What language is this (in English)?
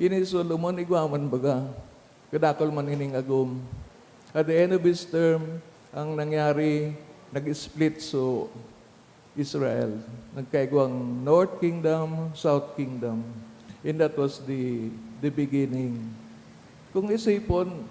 Bikol